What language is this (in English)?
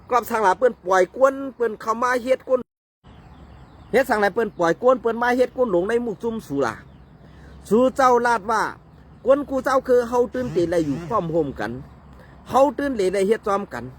Shan